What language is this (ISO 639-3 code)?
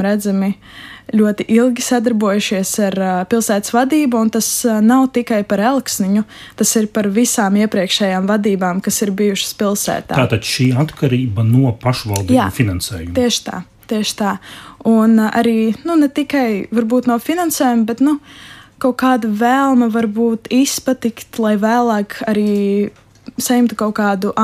lav